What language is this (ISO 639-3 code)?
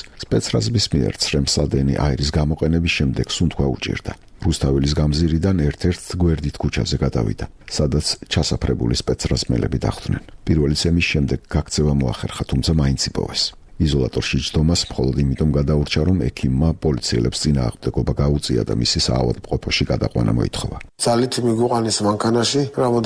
kat